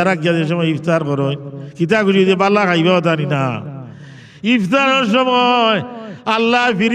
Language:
Sylheti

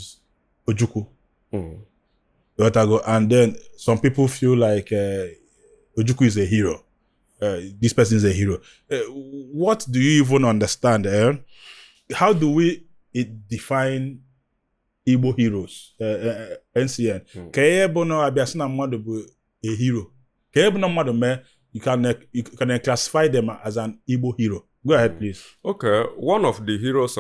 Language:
Igbo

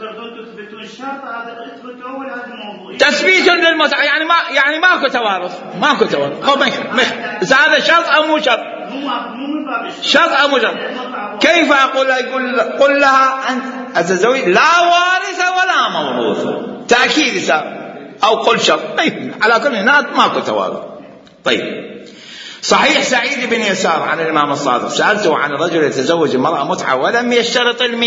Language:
Mesopotamian Arabic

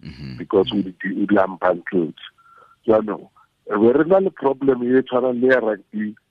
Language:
Tswana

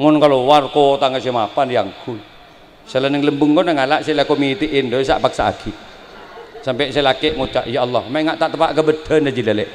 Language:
Madurese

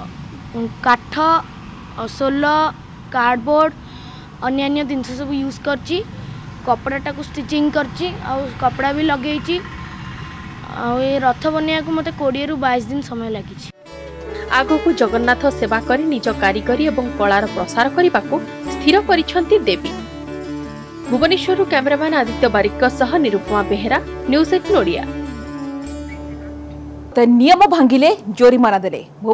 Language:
Odia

